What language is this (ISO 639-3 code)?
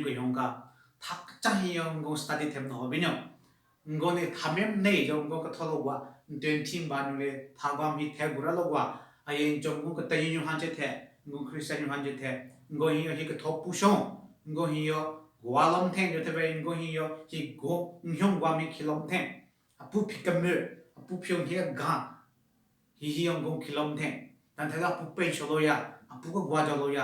nre